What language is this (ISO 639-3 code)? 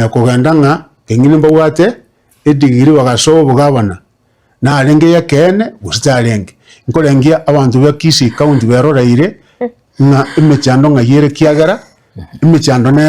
guz